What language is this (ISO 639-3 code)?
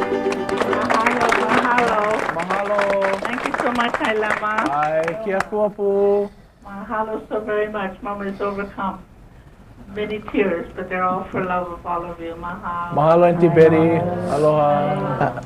haw